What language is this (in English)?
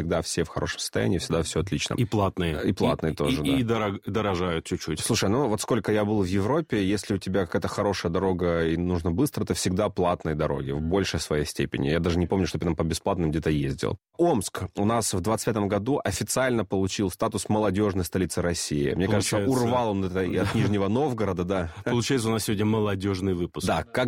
Russian